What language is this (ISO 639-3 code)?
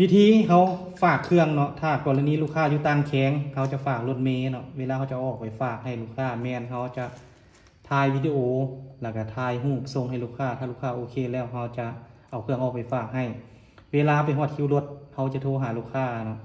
lao